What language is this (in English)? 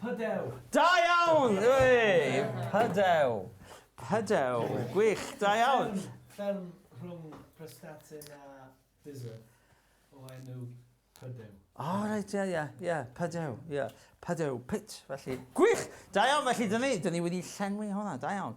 Welsh